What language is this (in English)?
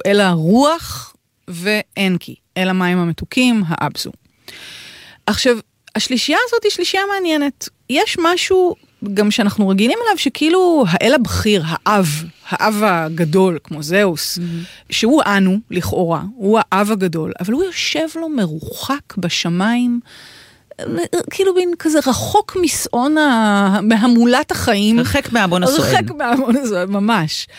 Hebrew